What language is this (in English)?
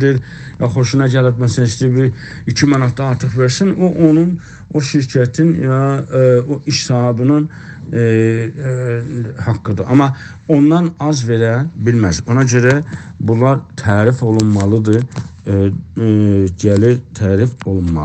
South Azerbaijani